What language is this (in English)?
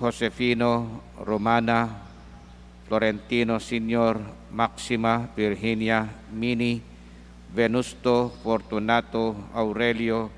Pampanga